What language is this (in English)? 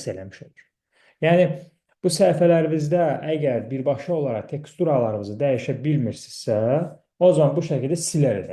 Azerbaijani